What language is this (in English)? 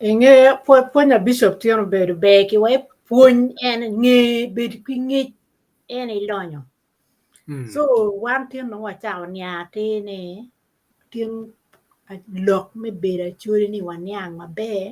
Acoli